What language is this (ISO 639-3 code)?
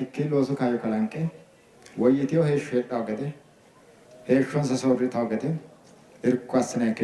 sid